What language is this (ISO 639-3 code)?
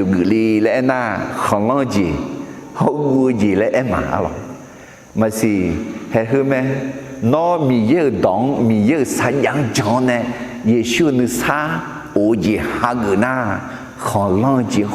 ahk